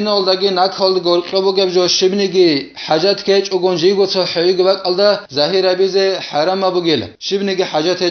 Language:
Avaric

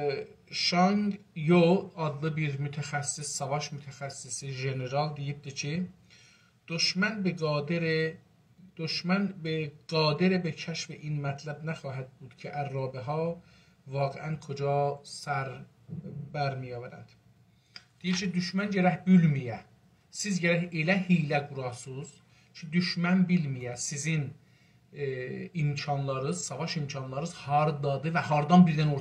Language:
South Azerbaijani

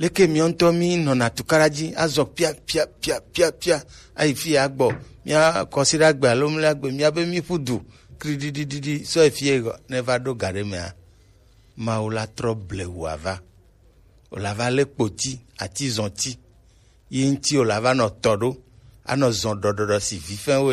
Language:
Gen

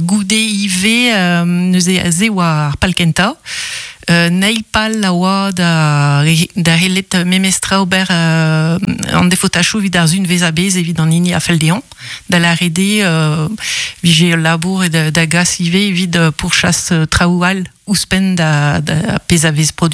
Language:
Breton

